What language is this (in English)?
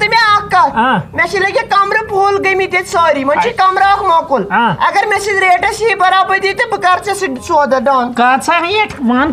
Kashmiri